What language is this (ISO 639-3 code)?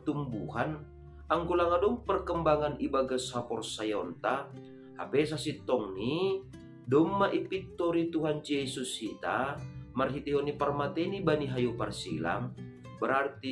bts